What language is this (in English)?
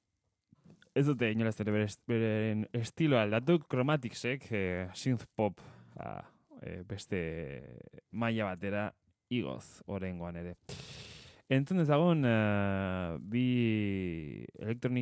Basque